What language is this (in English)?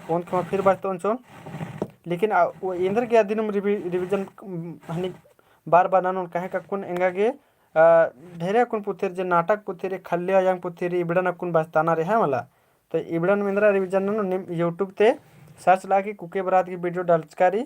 Kurukh